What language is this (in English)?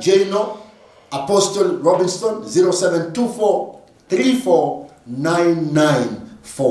Luyia